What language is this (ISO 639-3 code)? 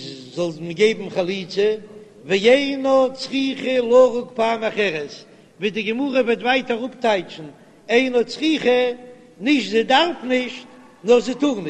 yid